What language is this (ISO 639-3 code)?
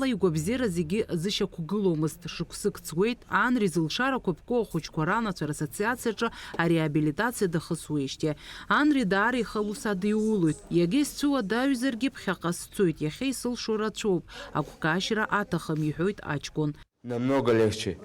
abk